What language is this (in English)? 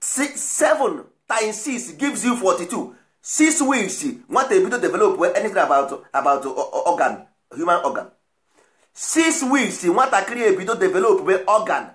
Igbo